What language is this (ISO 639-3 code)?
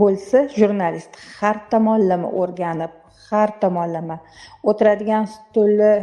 uzb